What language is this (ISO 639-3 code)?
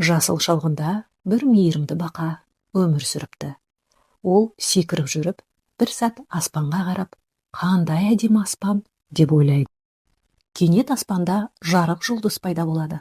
kaz